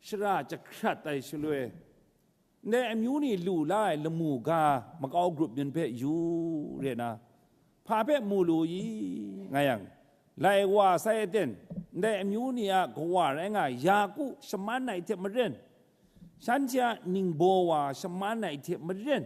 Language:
Kachin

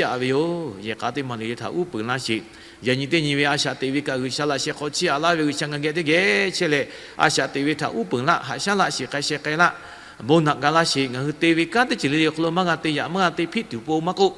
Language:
Lahu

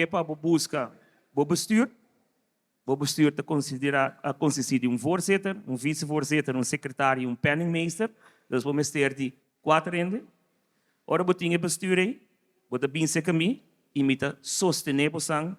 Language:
Papiamento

